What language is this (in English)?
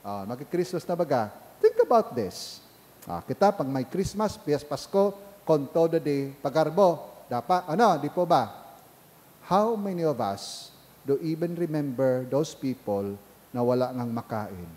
Bikol